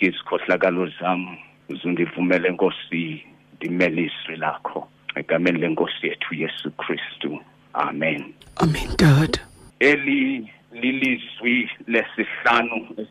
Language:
Xhosa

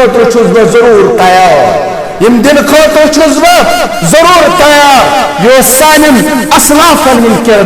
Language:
Kashmiri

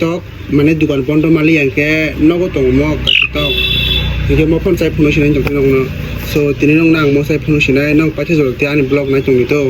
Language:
Kok Borok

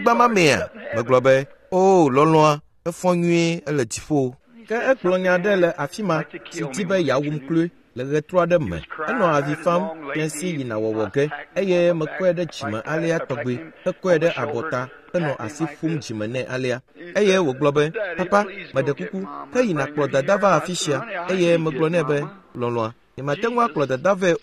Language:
Ewe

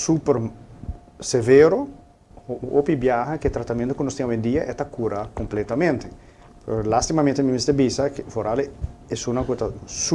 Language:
Papiamento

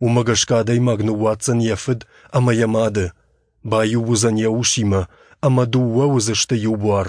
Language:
Ossetic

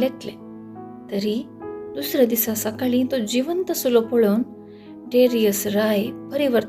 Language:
Konkani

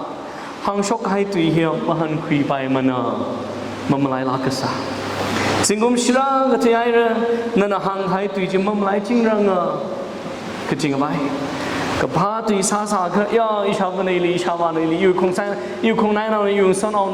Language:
Tangkhul Naga (India)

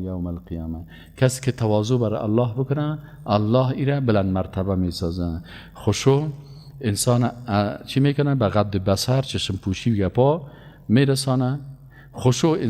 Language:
Persian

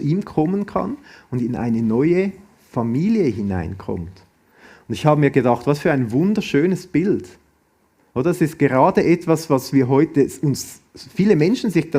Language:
Swiss German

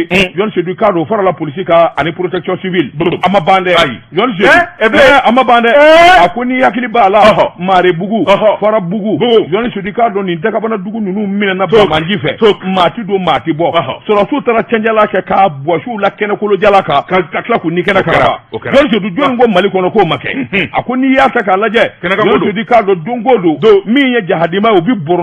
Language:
Bambara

